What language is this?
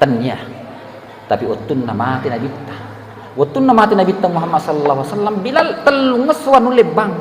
Buginese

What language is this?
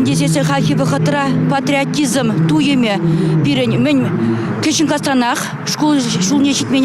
Chuvash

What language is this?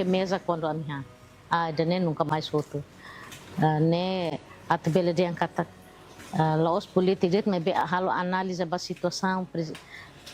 Tetum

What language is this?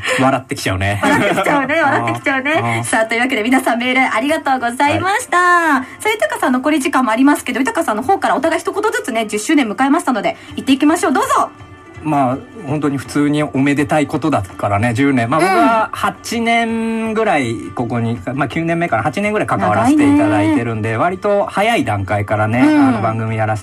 Japanese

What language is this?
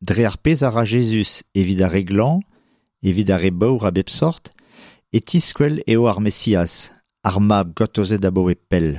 Breton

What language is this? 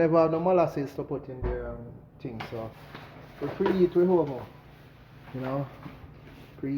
Jamaican Creole English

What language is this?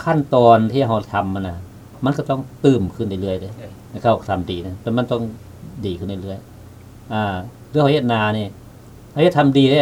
Lao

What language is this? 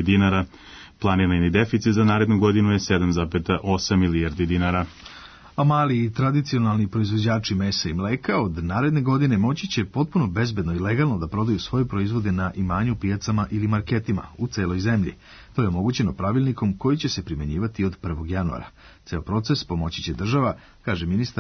Serbian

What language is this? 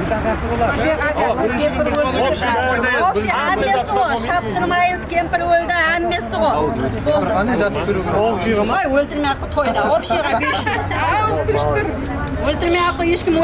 Kara-Kalpak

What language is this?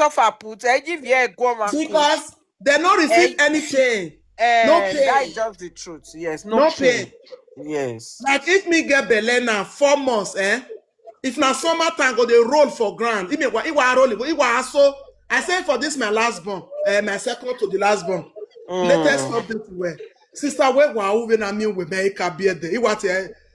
Nigerian Pidgin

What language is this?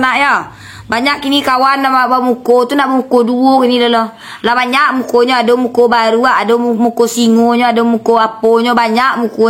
Minangkabau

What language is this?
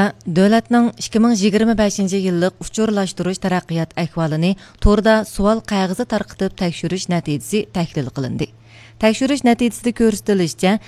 Uyghur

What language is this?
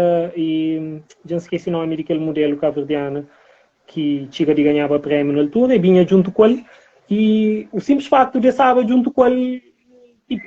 Kabuverdianu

